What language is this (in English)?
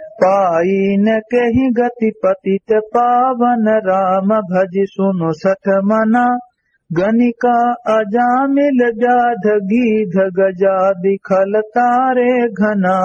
Awadhi